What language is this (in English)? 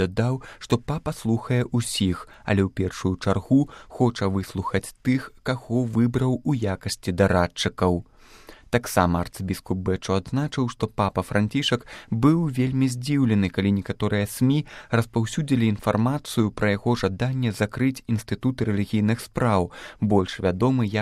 Belarusian